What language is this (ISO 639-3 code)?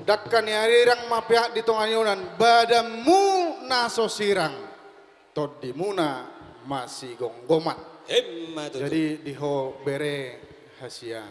bbc